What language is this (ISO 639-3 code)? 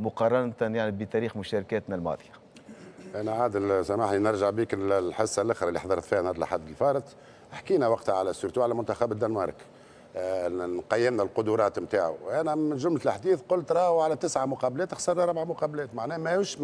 aeb